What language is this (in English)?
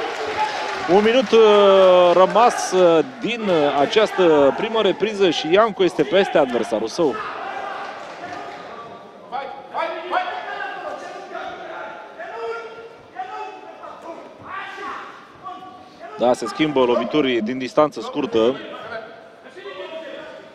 Romanian